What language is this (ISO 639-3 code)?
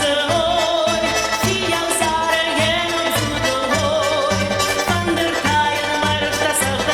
oss